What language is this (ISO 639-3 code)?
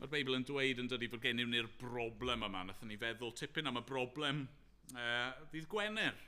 cym